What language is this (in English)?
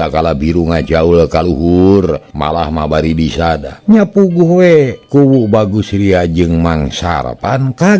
Sundanese